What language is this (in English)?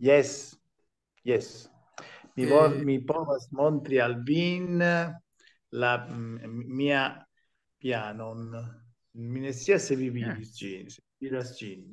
Esperanto